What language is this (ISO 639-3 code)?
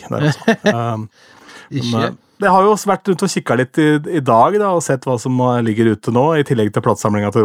nor